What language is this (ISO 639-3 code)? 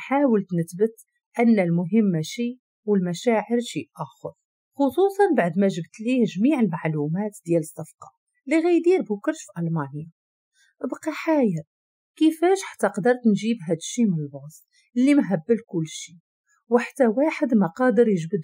ary